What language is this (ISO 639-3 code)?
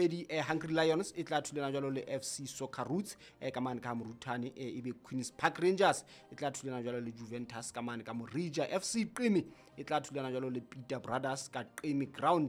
sot